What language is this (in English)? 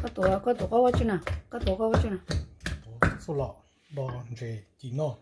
Hmong